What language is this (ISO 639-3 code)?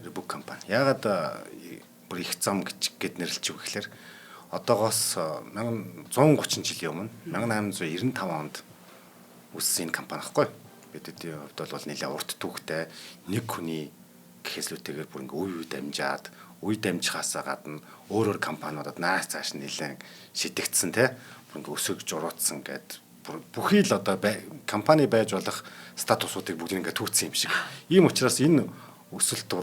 mon